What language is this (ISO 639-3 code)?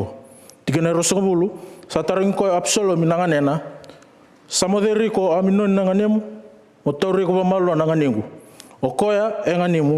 fij